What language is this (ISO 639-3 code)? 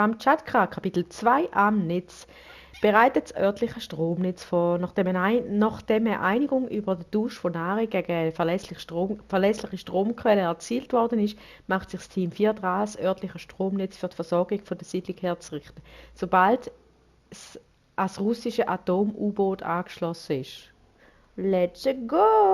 gsw